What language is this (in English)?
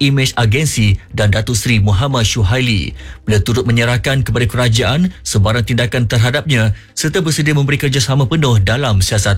Iban